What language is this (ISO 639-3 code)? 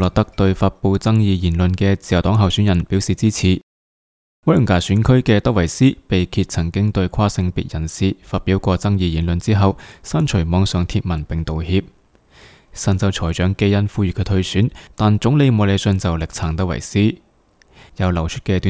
yue